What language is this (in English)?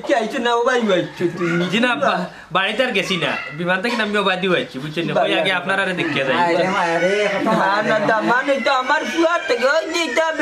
Sylheti